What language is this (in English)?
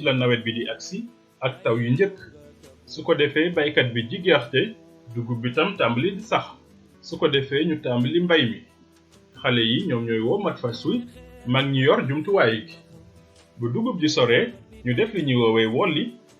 Wolof